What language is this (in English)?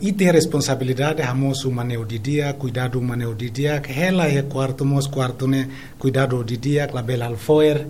Tetum